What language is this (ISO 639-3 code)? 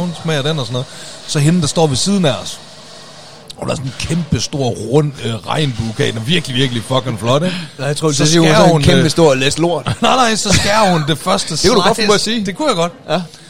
dan